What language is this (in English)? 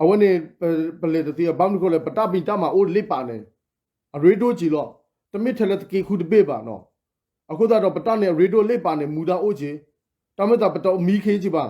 S'gaw Karen